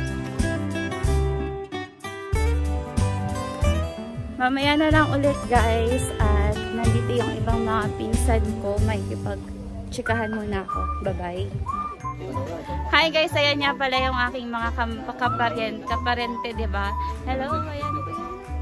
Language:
Filipino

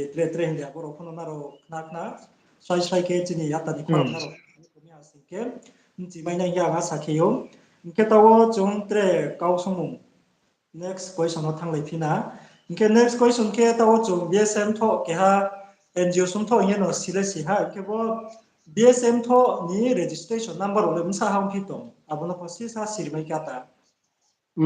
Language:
Riang (India)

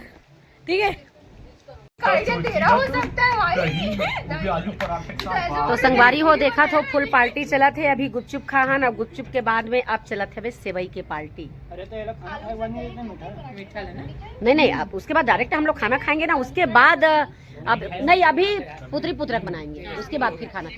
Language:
Chhattisgarhi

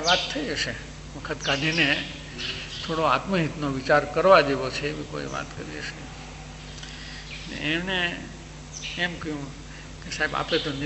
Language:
Gujarati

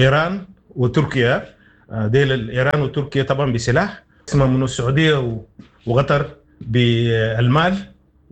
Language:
Sudanese Arabic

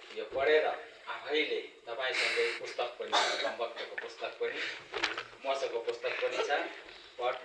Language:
Nepali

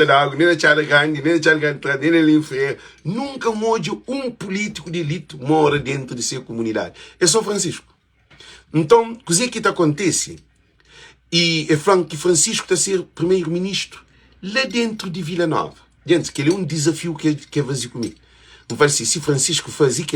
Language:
Kabuverdianu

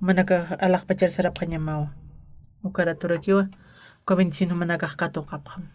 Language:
Aymara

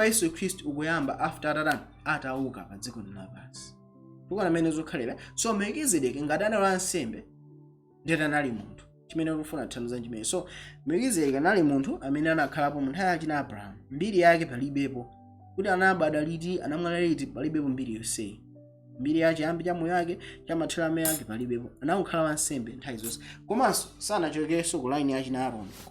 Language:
Nyanja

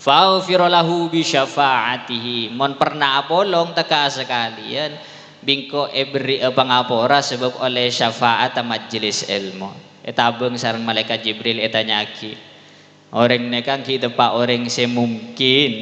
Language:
Madurese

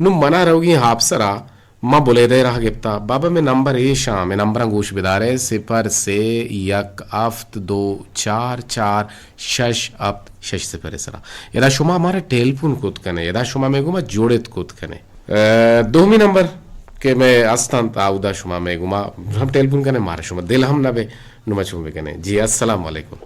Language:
Eastern Balochi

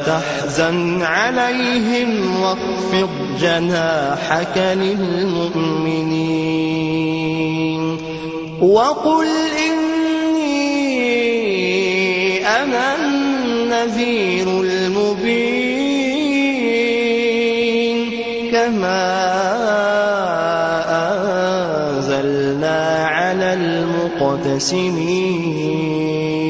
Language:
Arabic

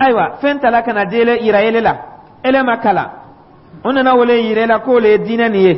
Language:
Dyula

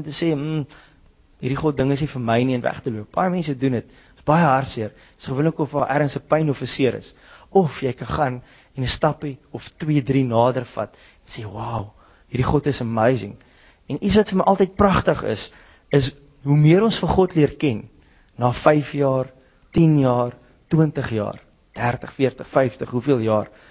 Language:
Afrikaans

